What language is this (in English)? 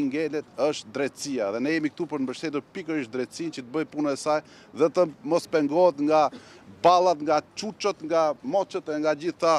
Albanian